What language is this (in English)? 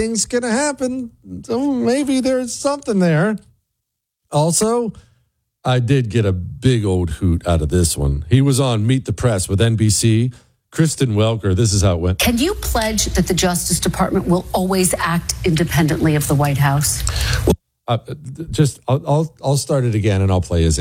English